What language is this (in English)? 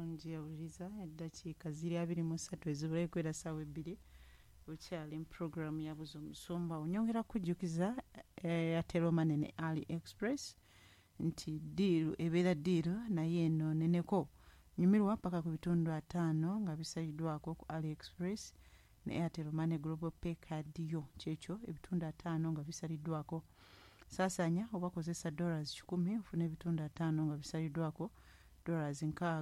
Ganda